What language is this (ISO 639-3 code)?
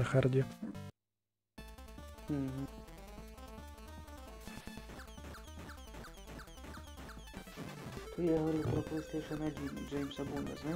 rus